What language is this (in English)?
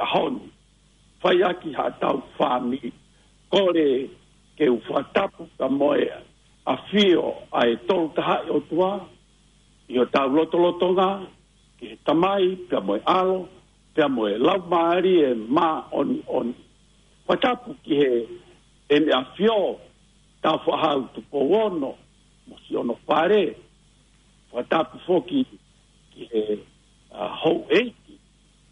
Tongan